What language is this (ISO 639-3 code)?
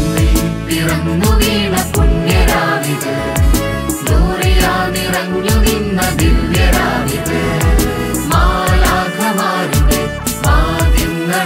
mal